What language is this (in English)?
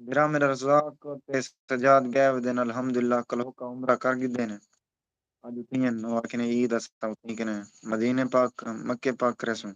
Saraiki